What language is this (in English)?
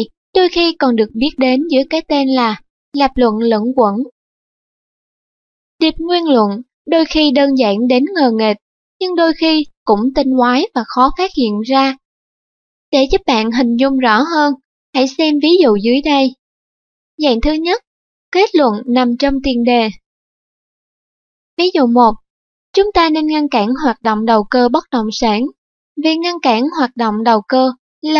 Vietnamese